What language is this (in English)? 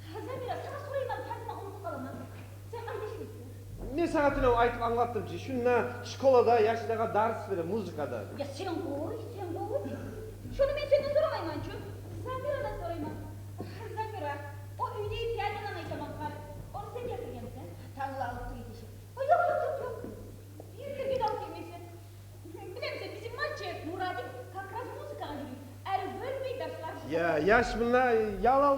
Kumyk